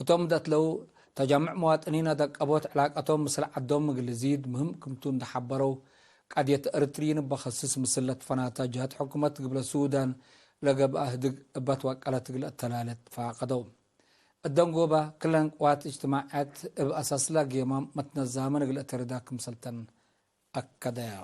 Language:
Tigre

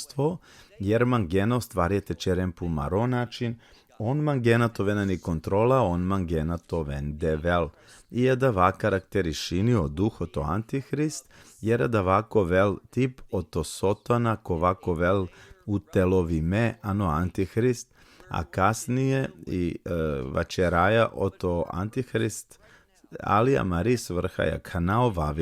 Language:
Balkan Romani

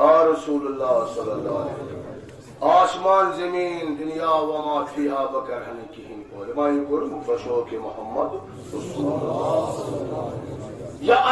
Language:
Kashmiri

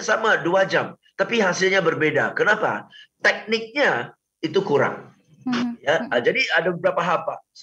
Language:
Indonesian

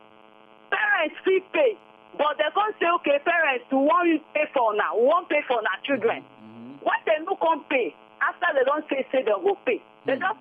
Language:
Nigerian Pidgin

